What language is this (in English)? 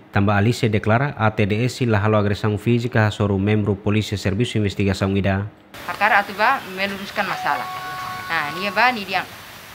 Tetum